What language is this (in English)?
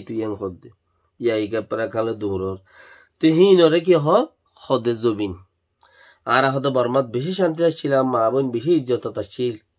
Rohingya